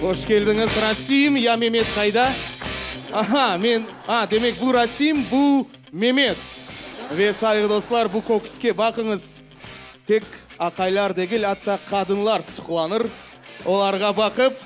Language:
Crimean Tatar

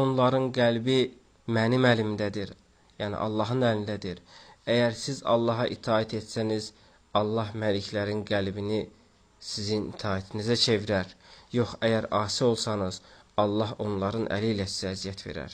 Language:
Azerbaijani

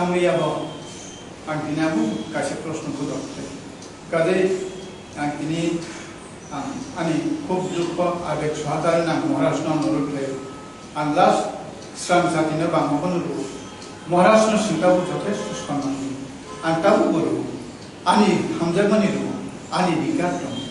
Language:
Kok Borok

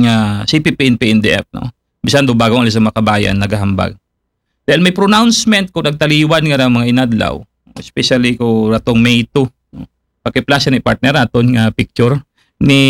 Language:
Aklanon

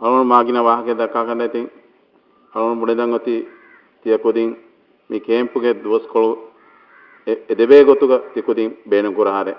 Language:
Divehi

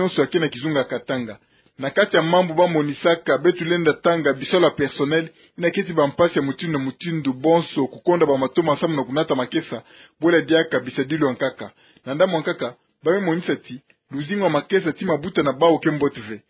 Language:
Kituba (Democratic Republic of Congo)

